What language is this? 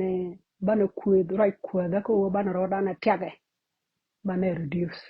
Nuer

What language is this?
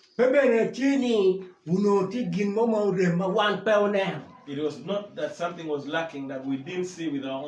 Acoli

